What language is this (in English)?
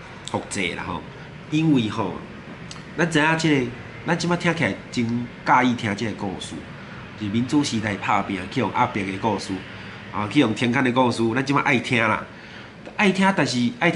Min Nan Chinese